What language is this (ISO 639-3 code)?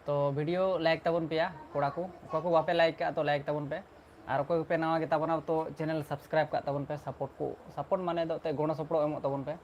sat